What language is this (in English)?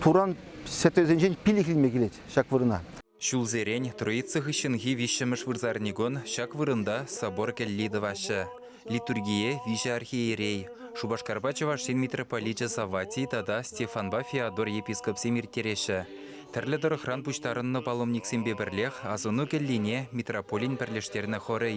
Chuvash